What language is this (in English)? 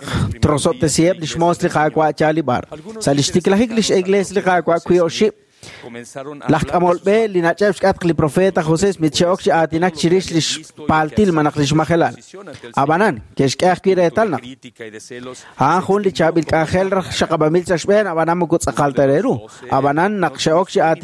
Kekchí